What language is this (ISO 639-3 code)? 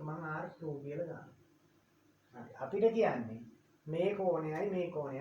sin